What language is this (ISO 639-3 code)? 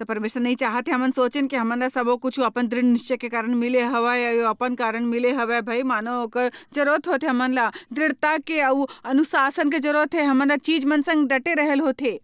hne